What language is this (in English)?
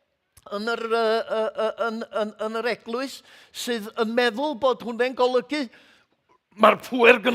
Welsh